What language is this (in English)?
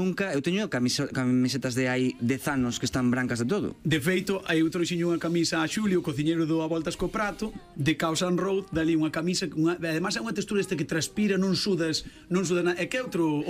Galician